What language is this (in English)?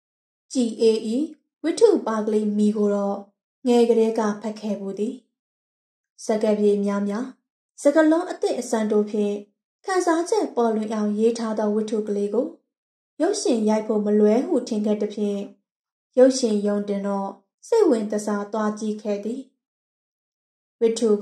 Burmese